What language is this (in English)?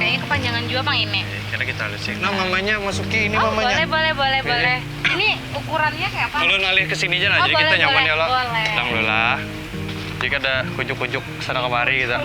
Banjar